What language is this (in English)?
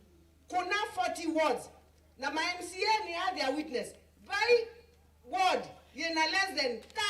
Kamba